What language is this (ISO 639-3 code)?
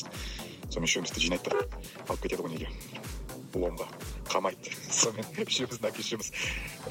kaz